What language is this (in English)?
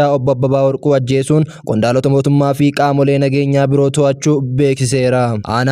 Oromo